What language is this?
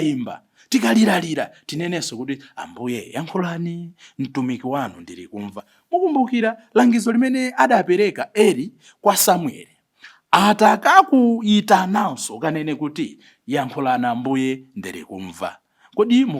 Nyanja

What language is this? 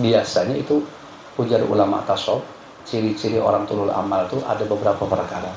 Banjar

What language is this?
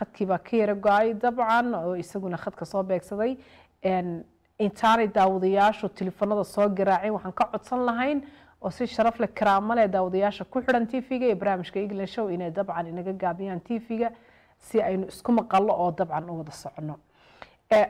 Somali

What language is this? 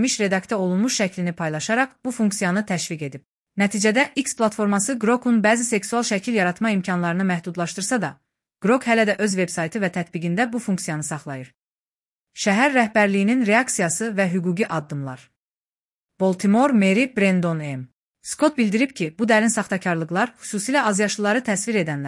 Azerbaijani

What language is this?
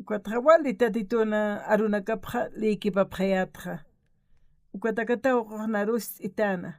Aymara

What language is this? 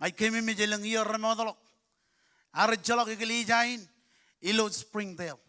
Marshallese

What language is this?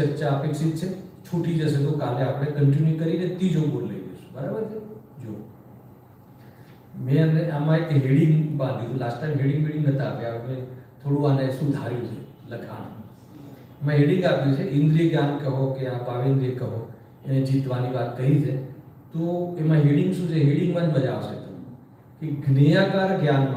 Gujarati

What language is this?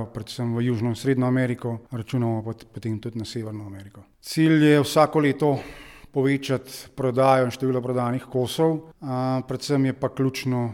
Slovenian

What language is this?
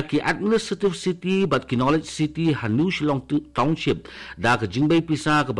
Khasi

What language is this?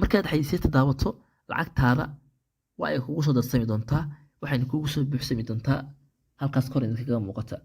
Somali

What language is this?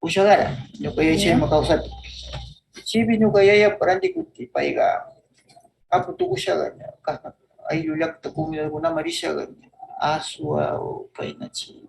Northern Pastaza Quichua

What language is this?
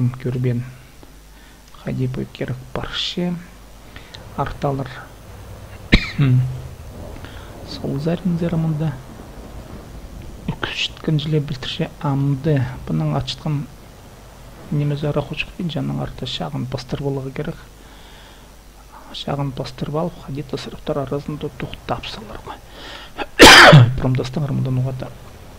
Kazakh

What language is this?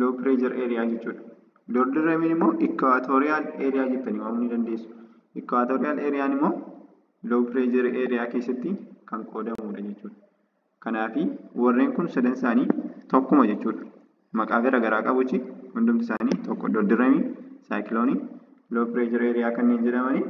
Oromo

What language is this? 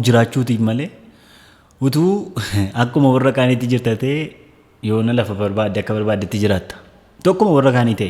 Oromo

